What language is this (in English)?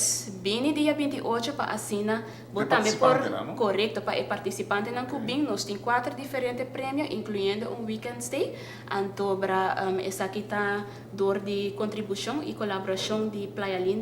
Papiamento